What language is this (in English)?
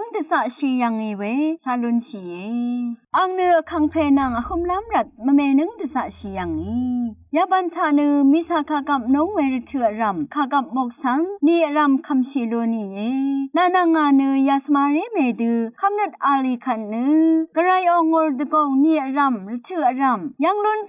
Rawang